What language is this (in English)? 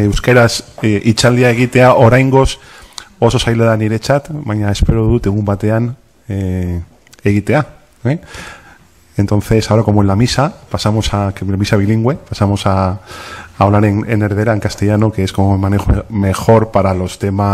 Spanish